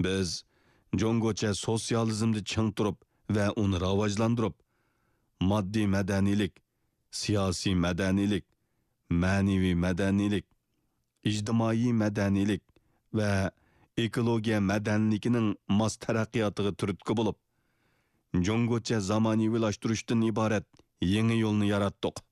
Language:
Uyghur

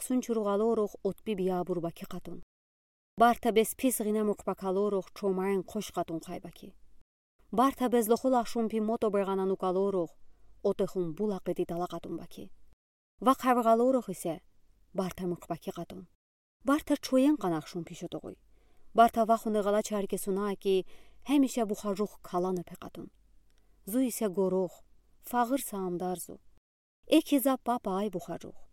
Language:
Udi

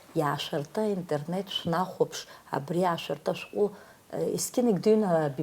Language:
Abkhazian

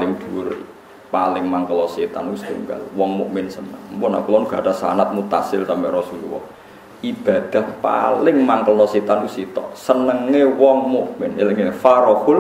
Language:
Javanese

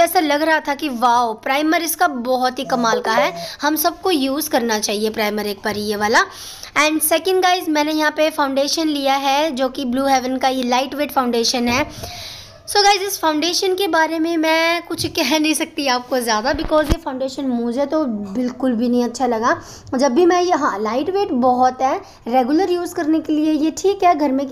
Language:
Hindi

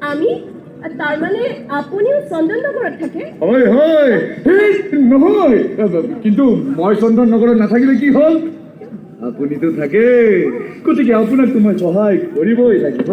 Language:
Assamese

